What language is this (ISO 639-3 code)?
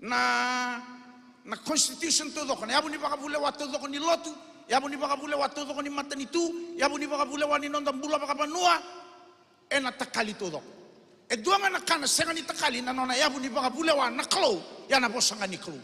fij